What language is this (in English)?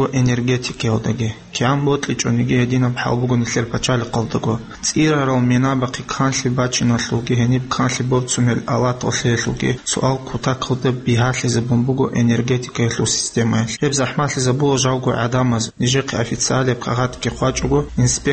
Avaric